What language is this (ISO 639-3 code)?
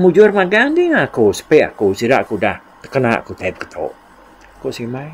iba